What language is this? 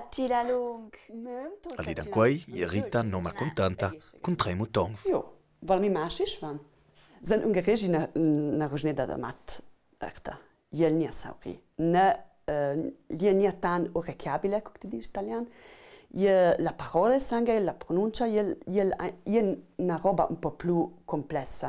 Ladin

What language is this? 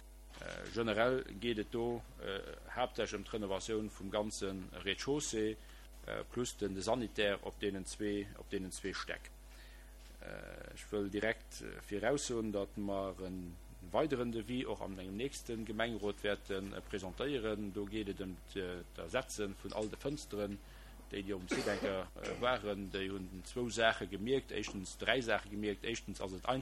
Luxembourgish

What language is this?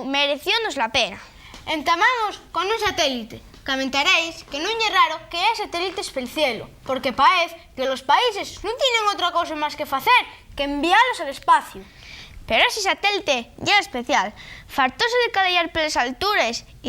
Asturian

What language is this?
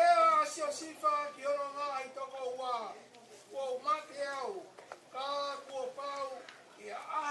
Tongan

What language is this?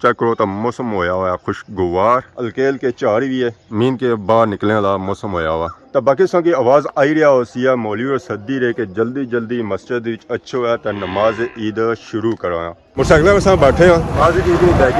Pahari-Potwari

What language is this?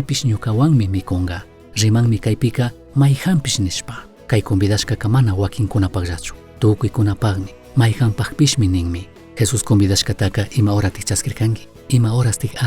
Chimborazo Highland Quichua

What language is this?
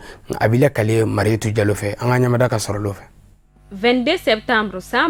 Bambara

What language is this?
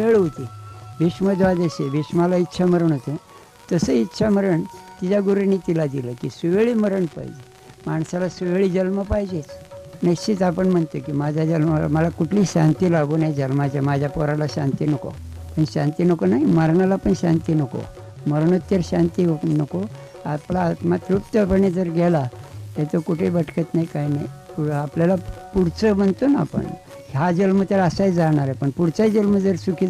Marathi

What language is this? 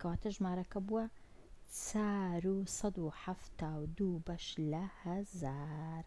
Central Kurdish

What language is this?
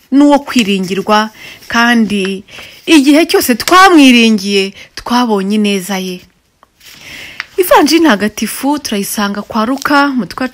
Kinyarwanda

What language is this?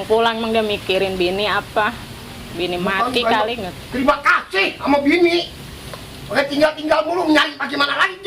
Betawi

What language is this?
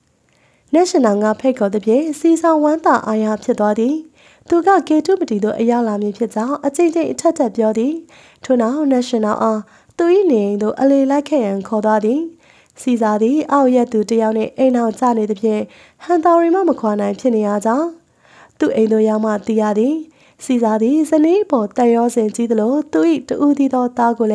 Burmese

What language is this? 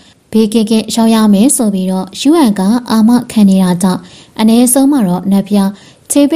Burmese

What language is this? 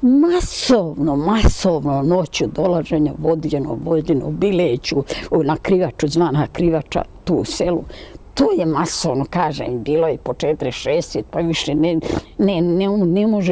Serbian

